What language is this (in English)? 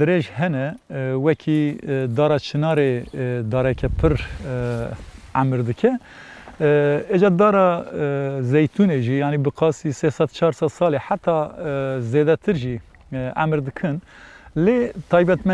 Kurdish